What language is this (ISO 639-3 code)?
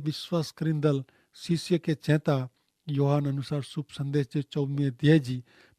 kfr